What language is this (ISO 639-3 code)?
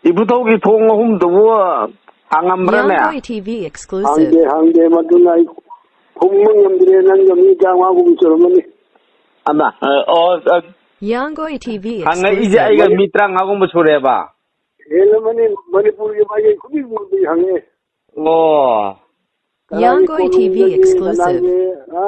mni